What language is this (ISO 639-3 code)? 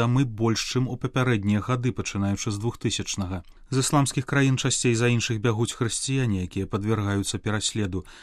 bel